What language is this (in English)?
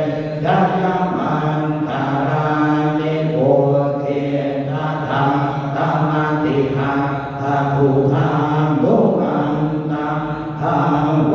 Pali